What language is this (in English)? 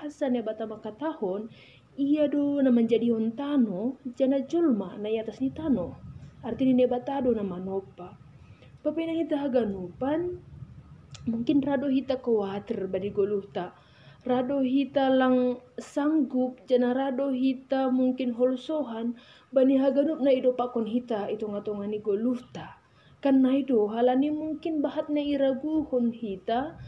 Batak Simalungun